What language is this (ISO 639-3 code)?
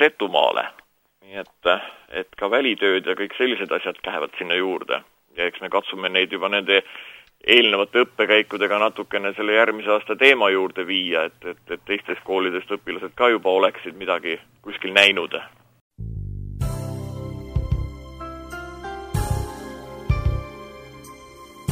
est